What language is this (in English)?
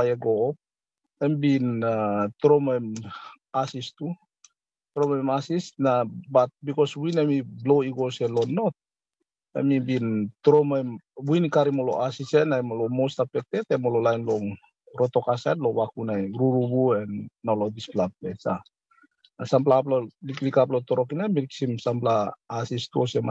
Tok Pisin